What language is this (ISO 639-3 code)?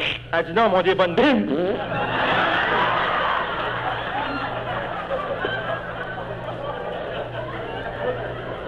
fra